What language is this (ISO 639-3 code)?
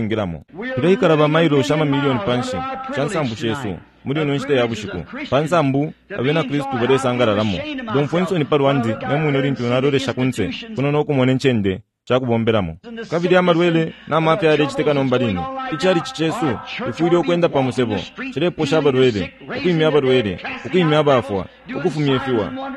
bem